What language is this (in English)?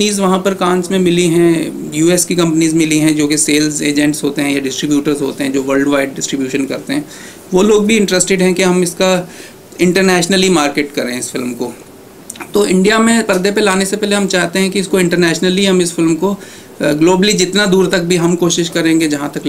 Hindi